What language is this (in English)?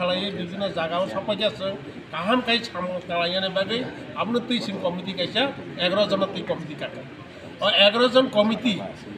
Kok Borok